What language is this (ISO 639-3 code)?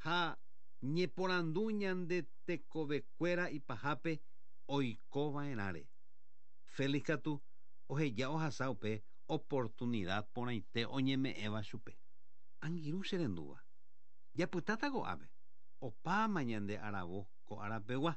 grn